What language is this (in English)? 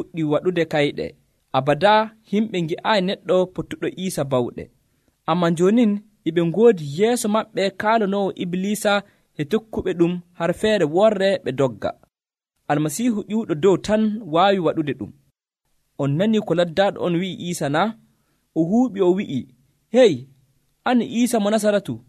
Nigerian Fulfulde